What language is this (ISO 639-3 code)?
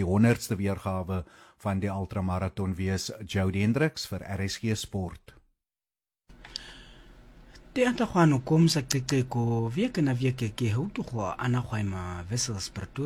afr